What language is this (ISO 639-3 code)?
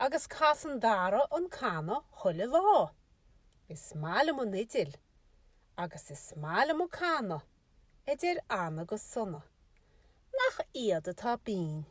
gle